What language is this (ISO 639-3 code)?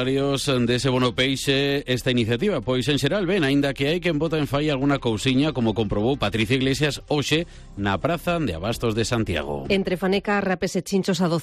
glg